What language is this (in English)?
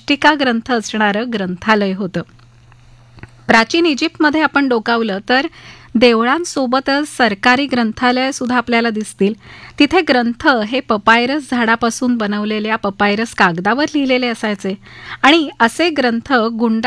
Marathi